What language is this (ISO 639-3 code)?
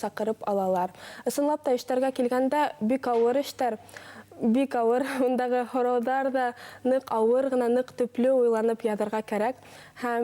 bak